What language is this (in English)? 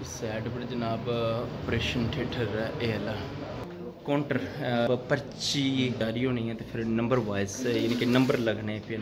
Saraiki